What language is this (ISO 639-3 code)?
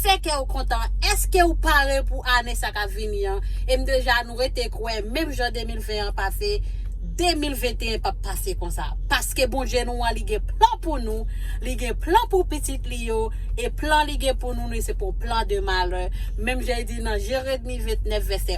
hat